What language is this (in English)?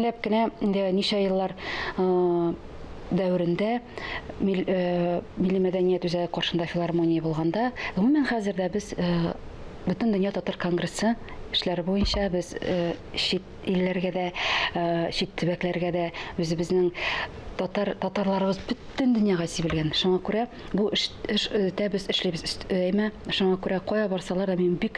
Tatar